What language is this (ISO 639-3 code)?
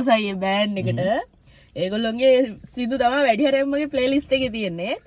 sin